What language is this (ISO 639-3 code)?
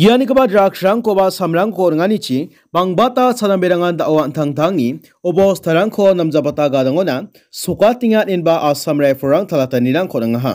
grt